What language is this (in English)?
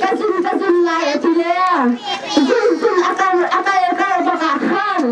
Hakha Chin